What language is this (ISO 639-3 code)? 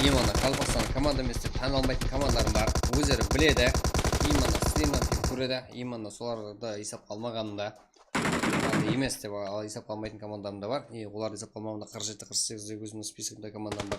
kaa